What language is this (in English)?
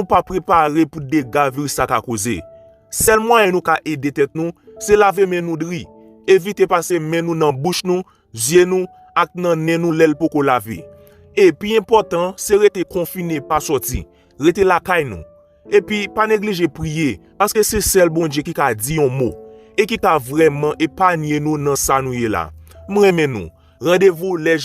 Haitian Creole